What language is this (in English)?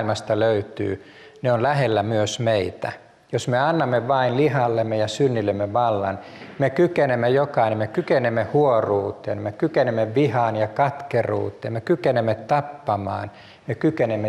Finnish